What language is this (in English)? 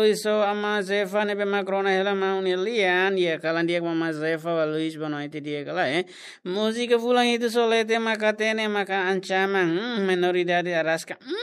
Tetum